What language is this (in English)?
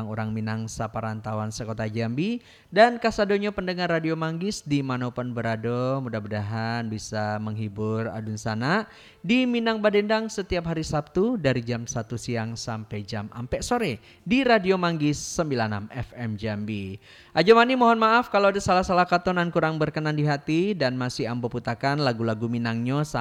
Minangkabau